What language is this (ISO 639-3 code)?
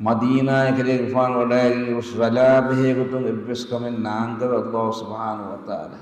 div